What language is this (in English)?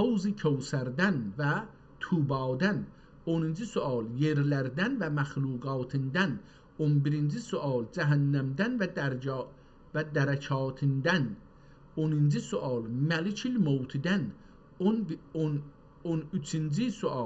South Azerbaijani